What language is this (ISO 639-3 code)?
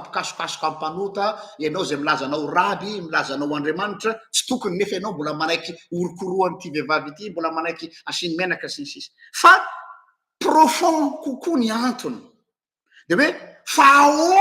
mlg